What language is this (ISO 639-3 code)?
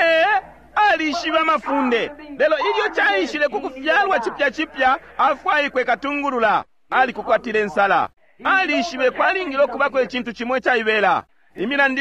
bem